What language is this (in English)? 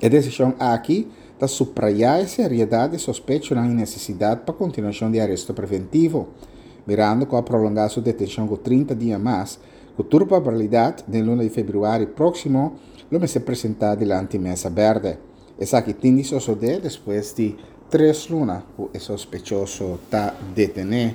Papiamento